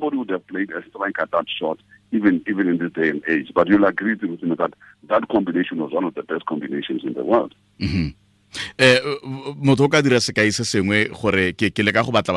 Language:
Tswana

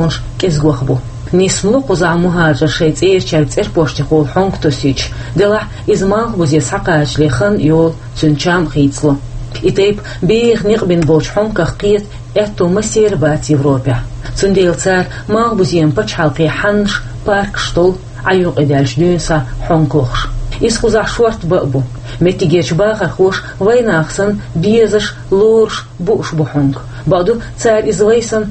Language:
Chechen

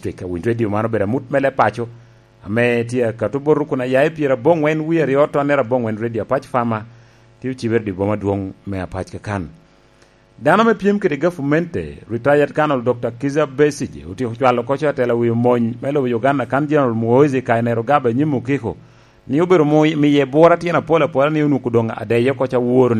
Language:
Lango (Uganda)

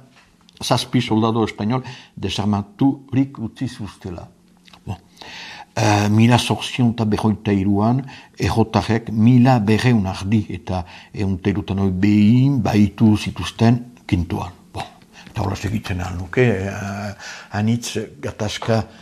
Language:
Basque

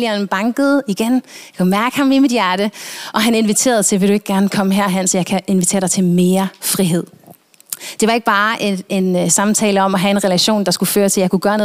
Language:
Danish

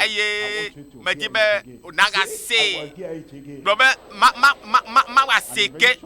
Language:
Ewe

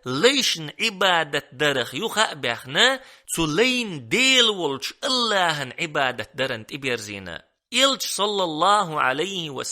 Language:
Chechen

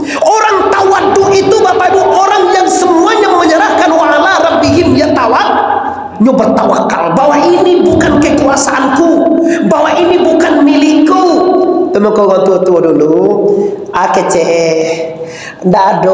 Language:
Minangkabau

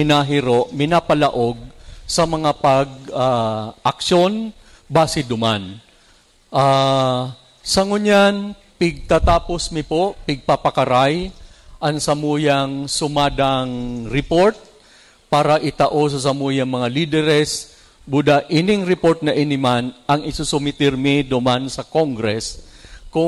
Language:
Bikol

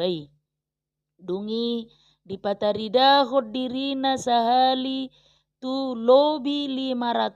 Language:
Batak Toba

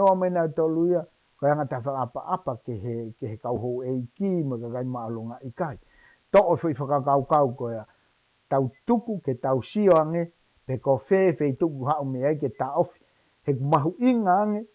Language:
Tongan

